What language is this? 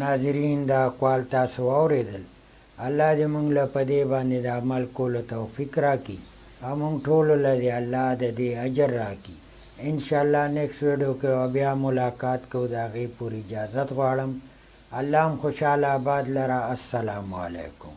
Pashto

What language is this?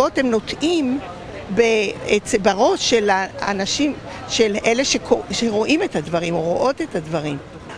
Hebrew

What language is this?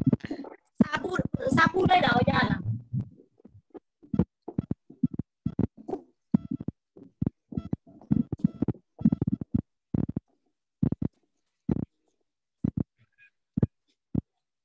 Burmese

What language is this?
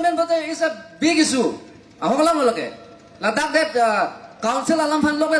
Karbi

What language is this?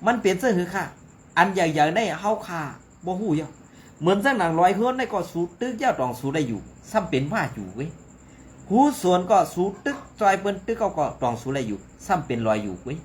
Shan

